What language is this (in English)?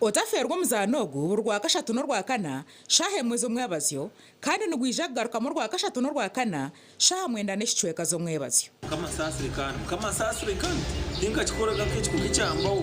Nyankole